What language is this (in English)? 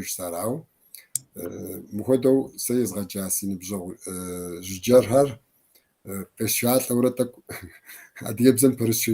Kabardian